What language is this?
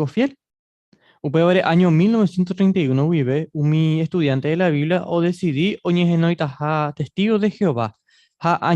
Guarani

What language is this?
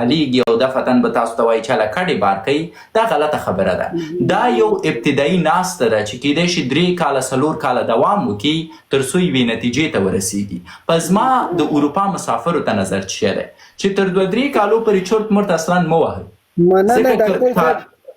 Pashto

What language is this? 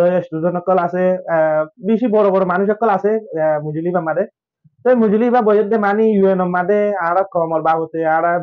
Rohingya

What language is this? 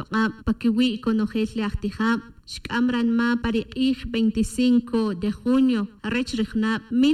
Tz'utujil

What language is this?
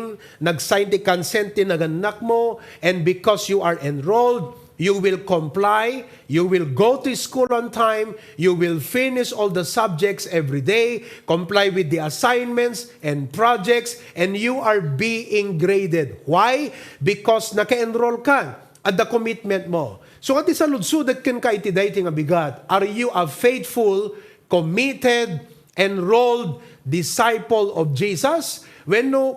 Iloko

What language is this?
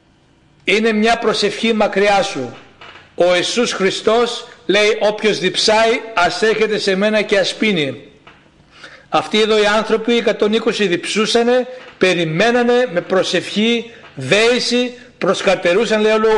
Greek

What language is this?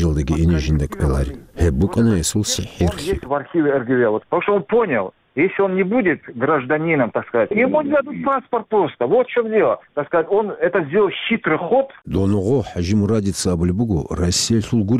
Avaric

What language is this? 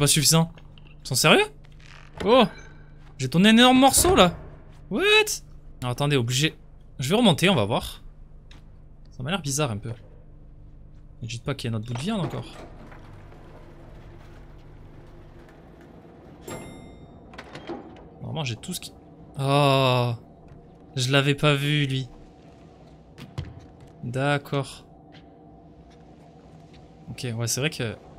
French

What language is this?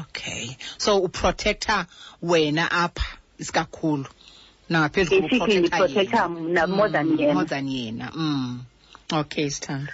Xhosa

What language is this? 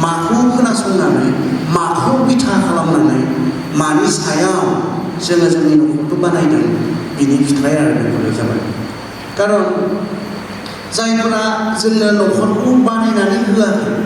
Bodo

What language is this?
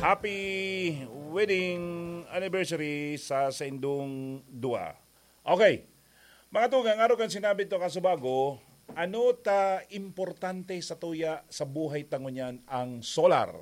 Bikol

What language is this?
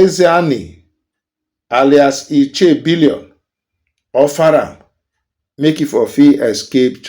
Nigerian Pidgin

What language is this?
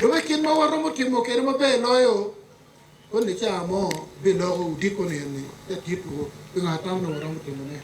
Acoli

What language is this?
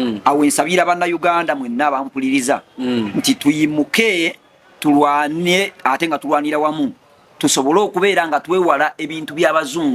Ganda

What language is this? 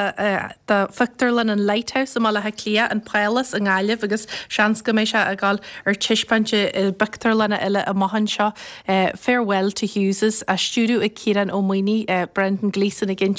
Irish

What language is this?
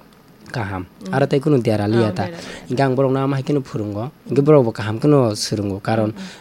Kok Borok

